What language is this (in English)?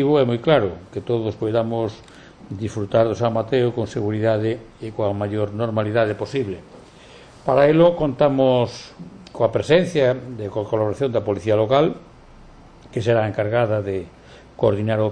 Galician